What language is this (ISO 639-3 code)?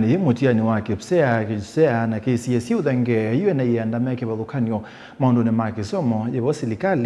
kam